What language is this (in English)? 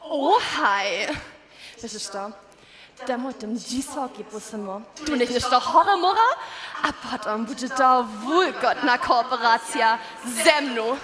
Upper Sorbian